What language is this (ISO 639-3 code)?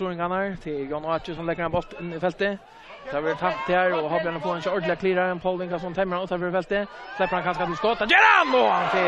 fao